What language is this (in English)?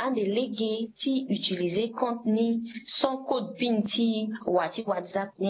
Sango